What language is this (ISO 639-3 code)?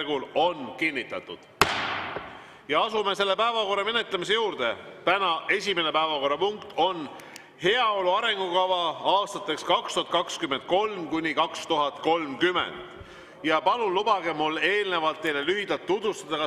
est